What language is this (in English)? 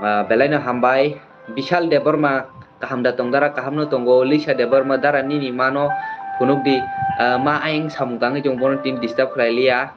Kok Borok